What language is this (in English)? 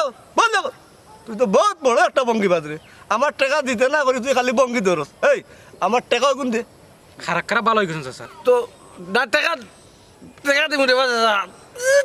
Sylheti